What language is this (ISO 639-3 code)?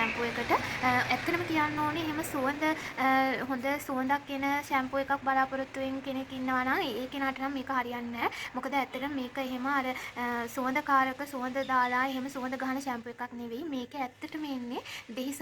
sin